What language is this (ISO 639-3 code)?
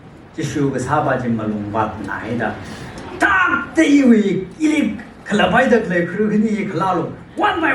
nmf